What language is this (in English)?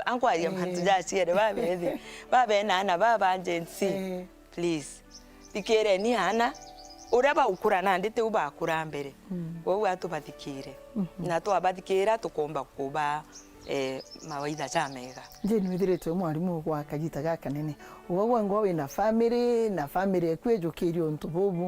Meru